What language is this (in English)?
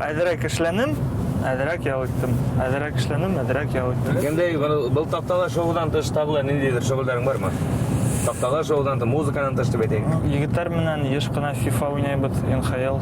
Bashkir